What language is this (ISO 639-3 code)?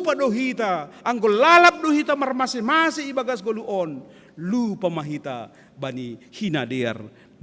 bts